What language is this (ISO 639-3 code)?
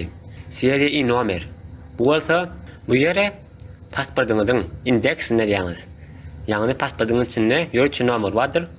tuk